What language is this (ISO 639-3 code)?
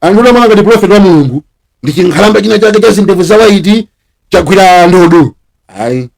nya